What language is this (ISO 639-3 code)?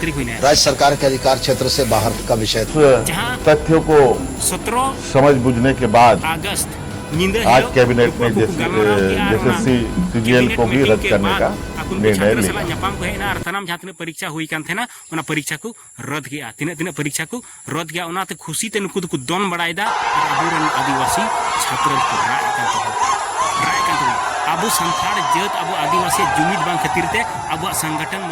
sat